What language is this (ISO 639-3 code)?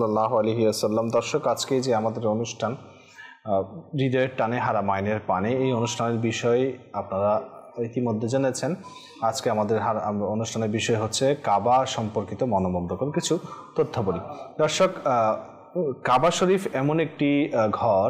ben